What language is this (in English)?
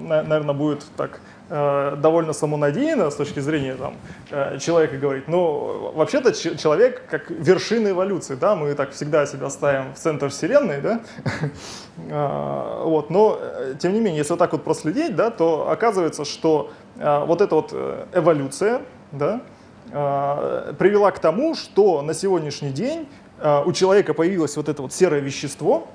Russian